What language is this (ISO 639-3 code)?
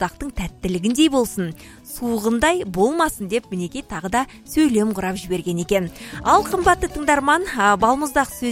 kaz